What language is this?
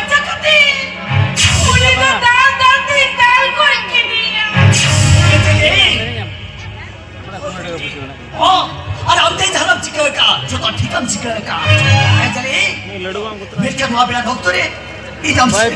Santali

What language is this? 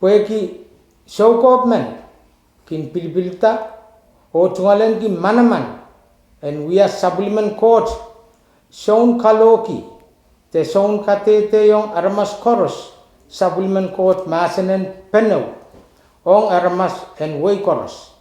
Pohnpeian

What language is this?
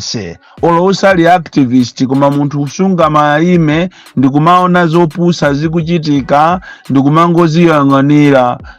Nyanja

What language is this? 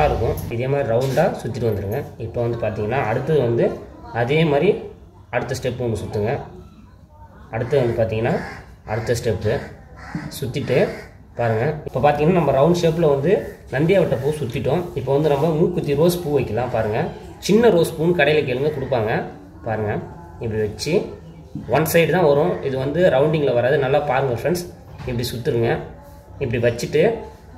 Tamil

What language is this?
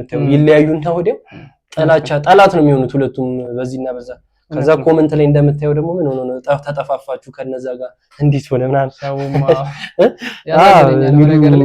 Amharic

